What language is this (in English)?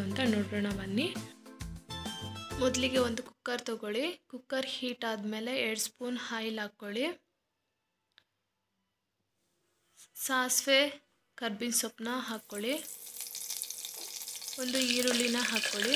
Kannada